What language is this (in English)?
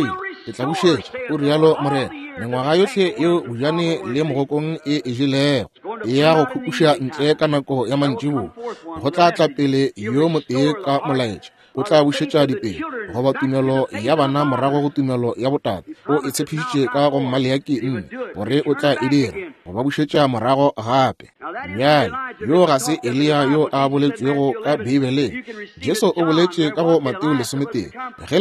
Northern Sotho